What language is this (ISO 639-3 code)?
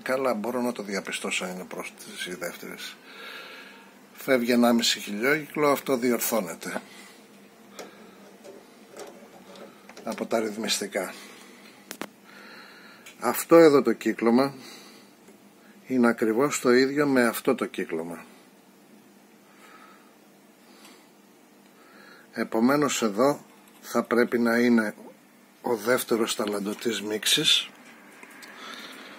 ell